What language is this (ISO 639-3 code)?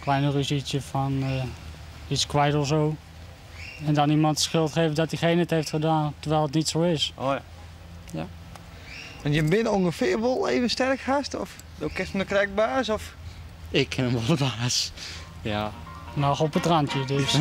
fry